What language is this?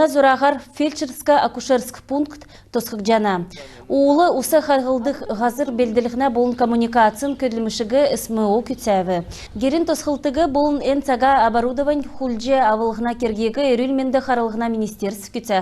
Kalmyk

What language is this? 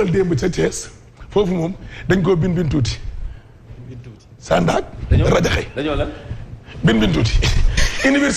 Wolof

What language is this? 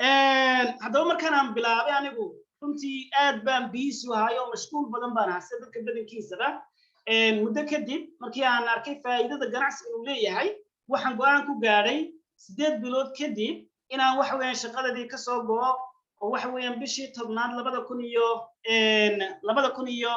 Somali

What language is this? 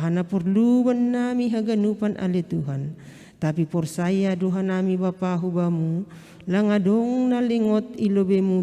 Batak Simalungun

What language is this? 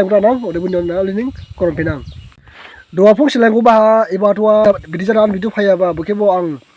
Dimasa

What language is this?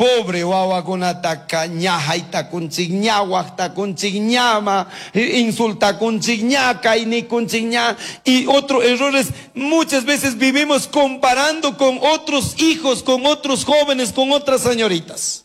Chimborazo Highland Quichua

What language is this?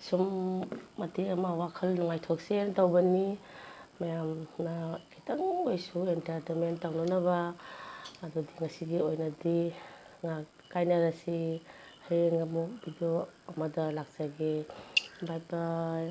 Manipuri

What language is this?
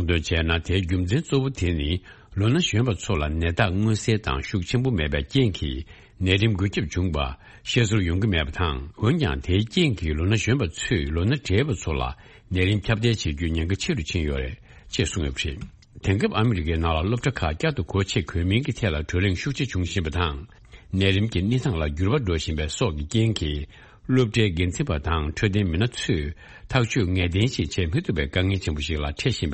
Tibetan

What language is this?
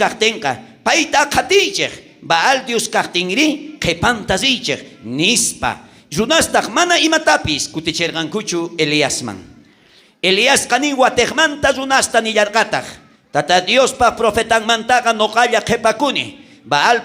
South Bolivian Quechua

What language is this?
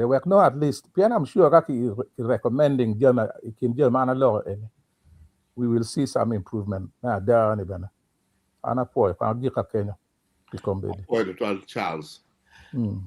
Acoli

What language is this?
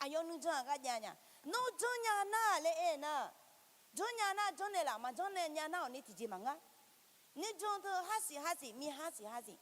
Akha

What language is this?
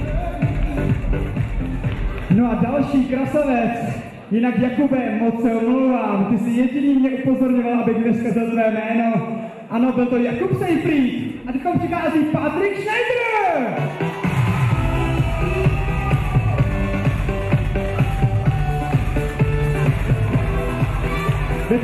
Czech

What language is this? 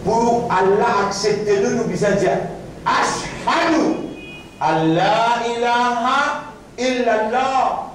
Morisyen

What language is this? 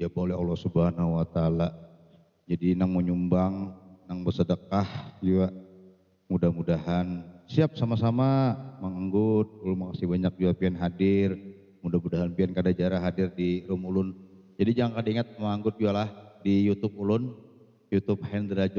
Banjar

